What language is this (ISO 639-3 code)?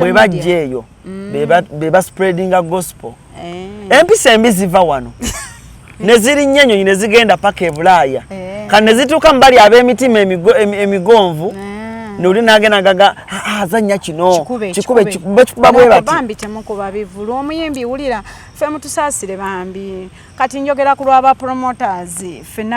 lug